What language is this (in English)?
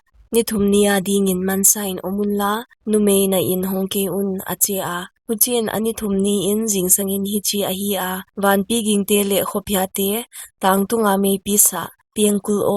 Paite Chin